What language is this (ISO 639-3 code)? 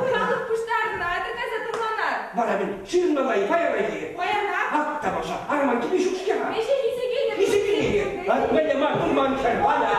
chv